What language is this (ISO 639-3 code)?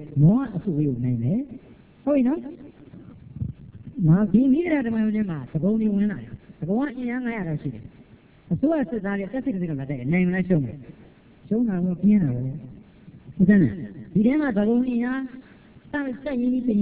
mya